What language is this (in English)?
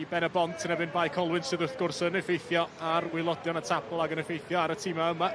Welsh